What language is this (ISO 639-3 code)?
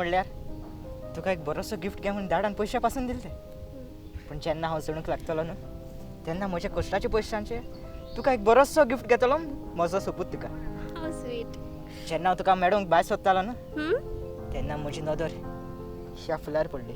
kok